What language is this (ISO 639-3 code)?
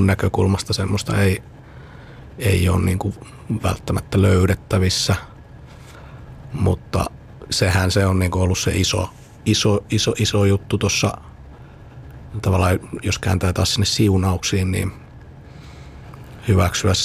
fin